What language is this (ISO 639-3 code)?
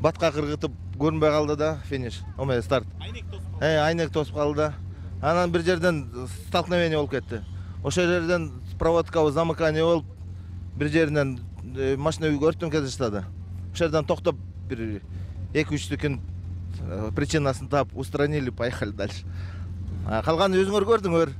kir